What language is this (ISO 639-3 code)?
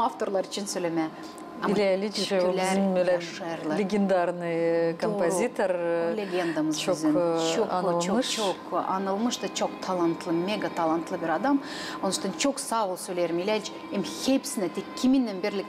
gag